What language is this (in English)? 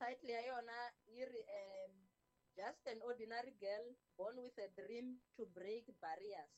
Tsonga